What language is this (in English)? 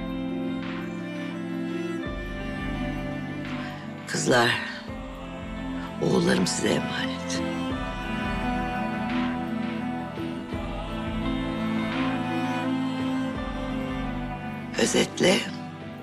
Turkish